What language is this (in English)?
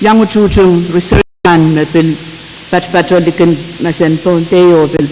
Pohnpeian